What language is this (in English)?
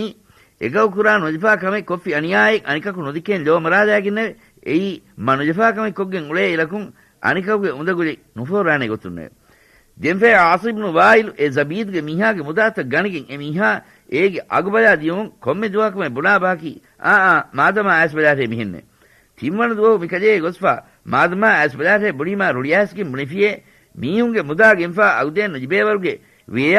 Divehi